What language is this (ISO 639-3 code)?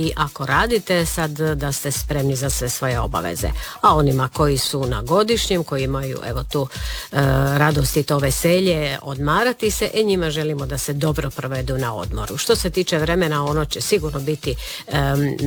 hrv